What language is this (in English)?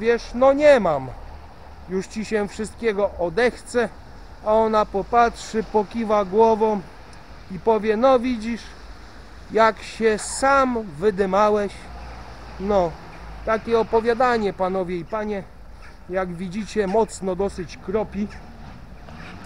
Polish